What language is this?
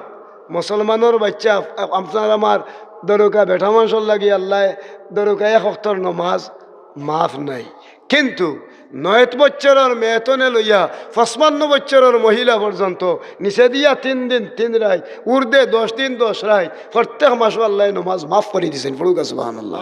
Sylheti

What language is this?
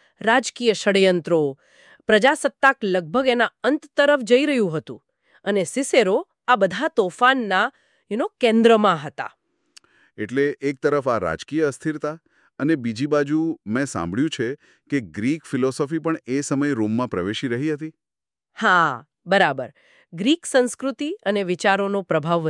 Gujarati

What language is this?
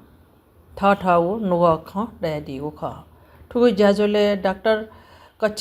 Newari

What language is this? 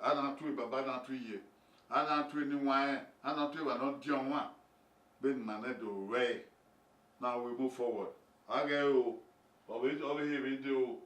Bini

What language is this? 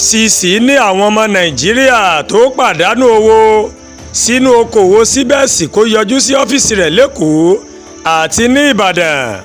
Yoruba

